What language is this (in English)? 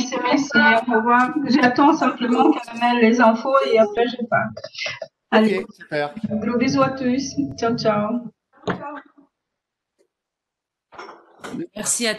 French